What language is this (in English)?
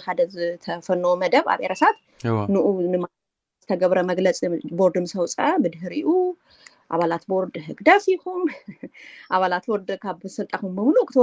Tigrinya